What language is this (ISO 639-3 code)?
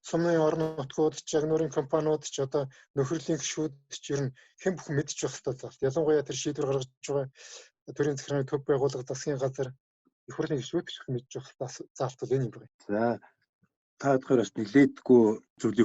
mon